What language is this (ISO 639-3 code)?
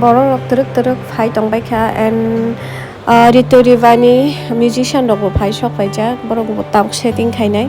trp